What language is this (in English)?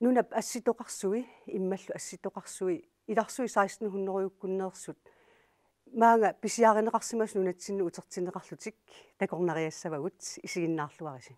Kalaallisut